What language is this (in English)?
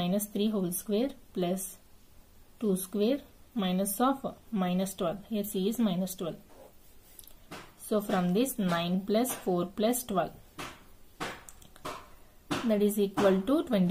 English